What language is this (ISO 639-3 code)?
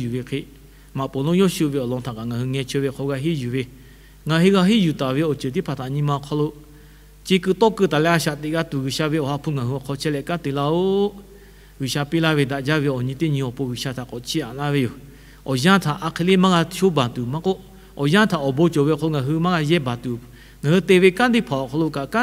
lhu